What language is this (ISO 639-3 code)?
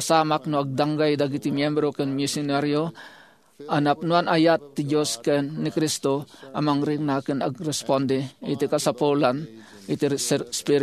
ilo